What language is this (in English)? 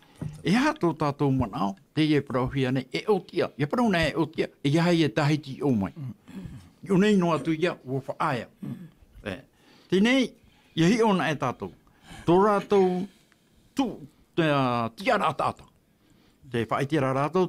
Tahitian